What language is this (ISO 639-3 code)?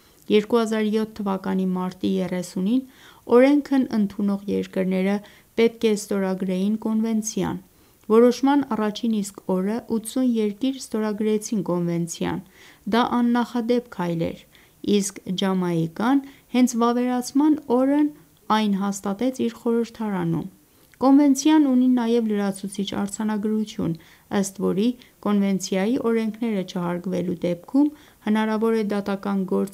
hye